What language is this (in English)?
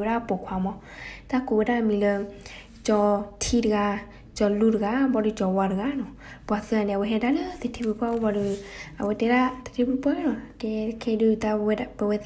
S'gaw Karen